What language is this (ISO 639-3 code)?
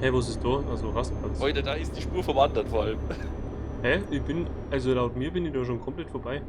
bar